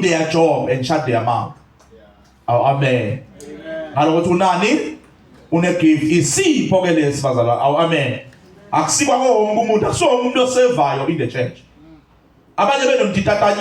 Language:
Zulu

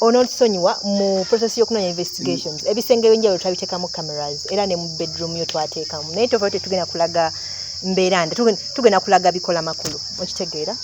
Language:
Ganda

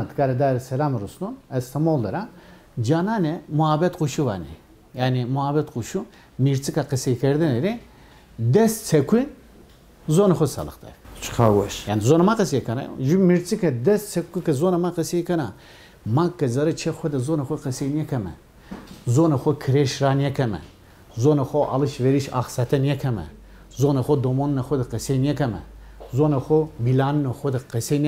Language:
Zaza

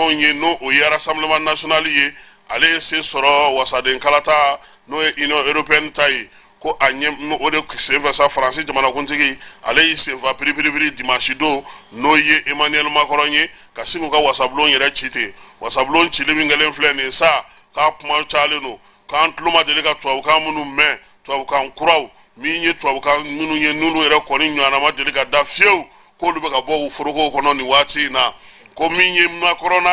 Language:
Bambara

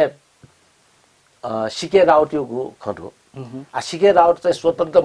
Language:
Newari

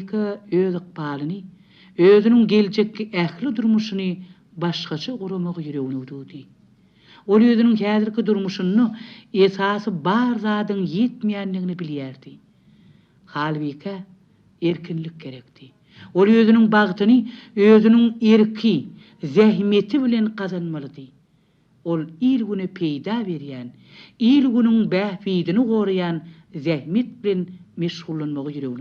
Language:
Turkmen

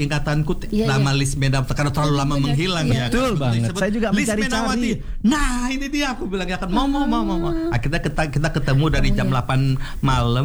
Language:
Indonesian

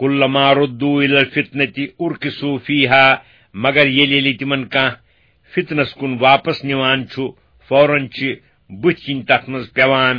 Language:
Kashmiri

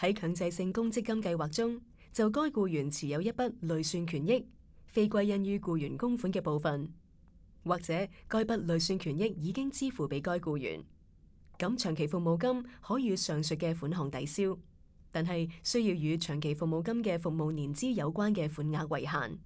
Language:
Cantonese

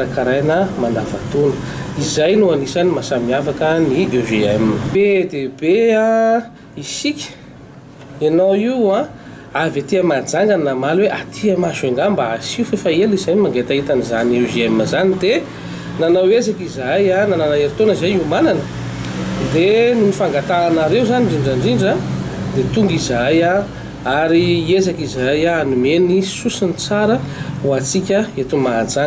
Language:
Malagasy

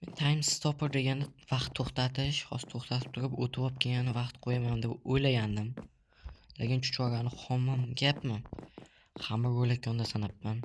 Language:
Uzbek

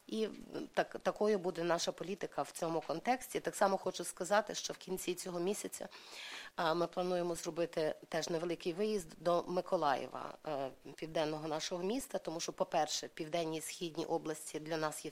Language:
Ukrainian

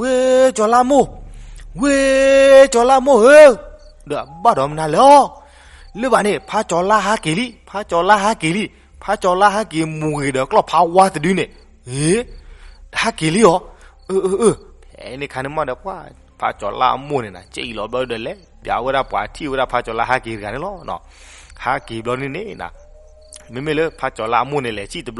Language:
S'gaw Karen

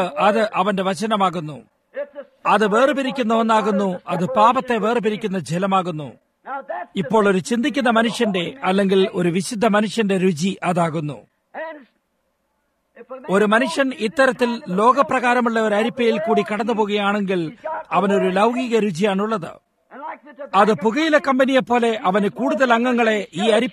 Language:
Malayalam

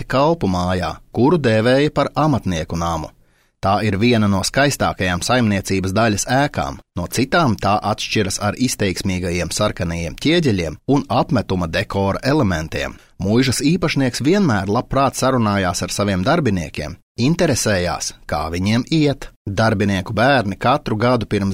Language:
Latvian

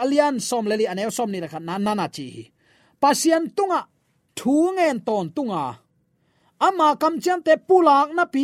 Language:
Tedim Chin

